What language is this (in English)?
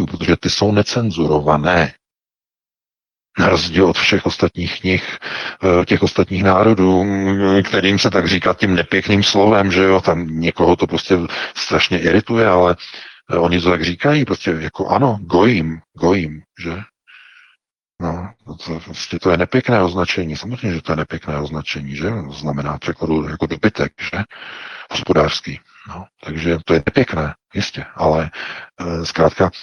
Czech